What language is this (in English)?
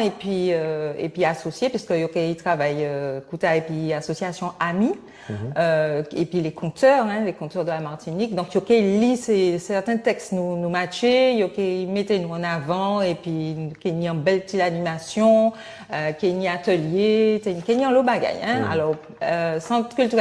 Guadeloupean Creole French